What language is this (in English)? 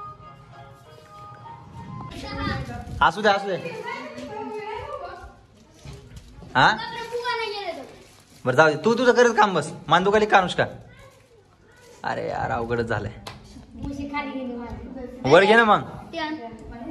Marathi